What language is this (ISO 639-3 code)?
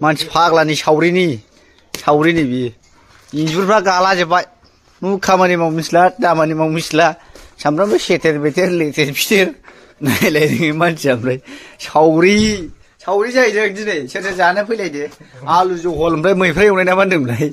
brx